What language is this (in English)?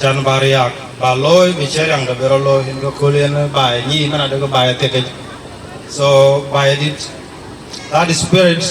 Dinka